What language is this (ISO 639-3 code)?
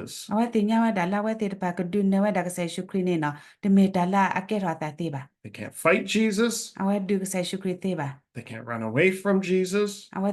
ksw